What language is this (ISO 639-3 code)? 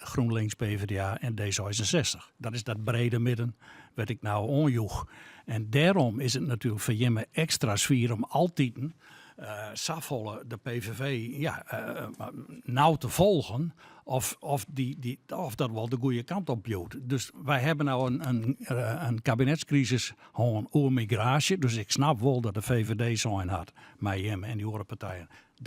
fry